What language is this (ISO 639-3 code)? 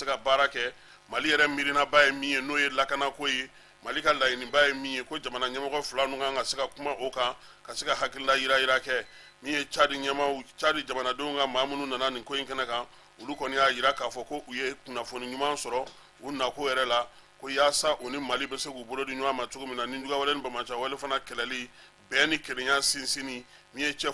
bam